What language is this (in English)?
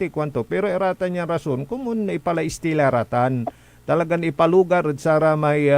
Pangasinan